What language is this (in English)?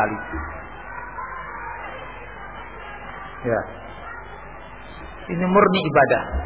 Indonesian